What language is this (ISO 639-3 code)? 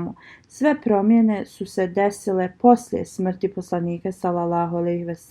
bos